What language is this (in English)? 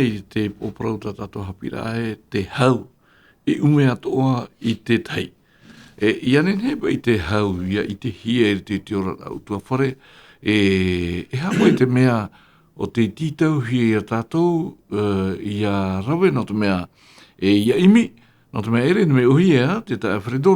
Tahitian